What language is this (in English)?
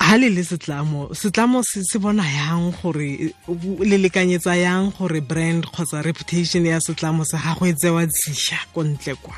Tswana